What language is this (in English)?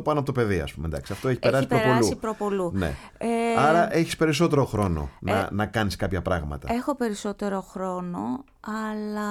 Greek